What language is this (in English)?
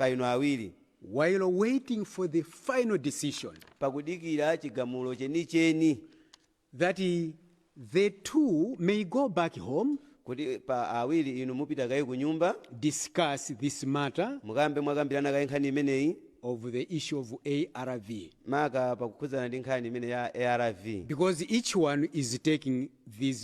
Nyanja